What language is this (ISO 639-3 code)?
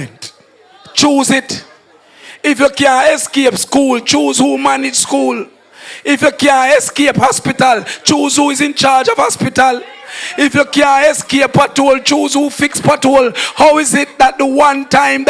jam